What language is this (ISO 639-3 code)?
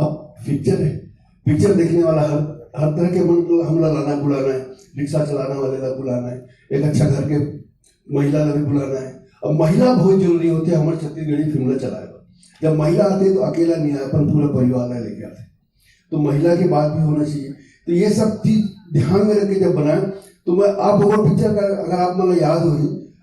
hne